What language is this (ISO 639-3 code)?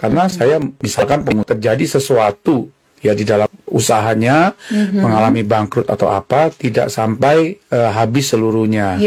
ind